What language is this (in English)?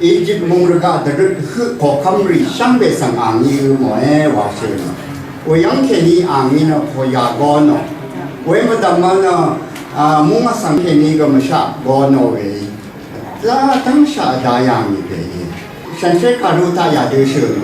Rawang